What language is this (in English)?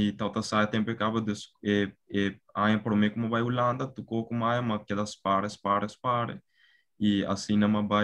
Papiamento